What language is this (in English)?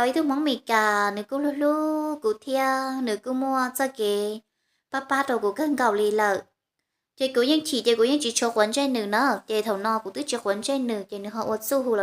Hmong